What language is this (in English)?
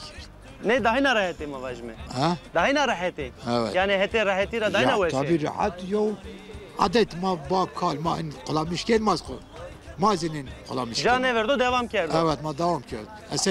Zaza